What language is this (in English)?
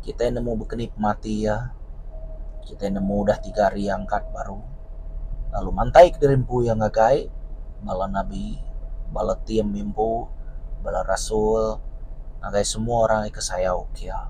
Iban